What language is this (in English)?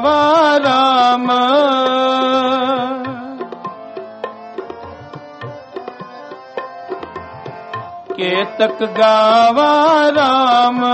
Hindi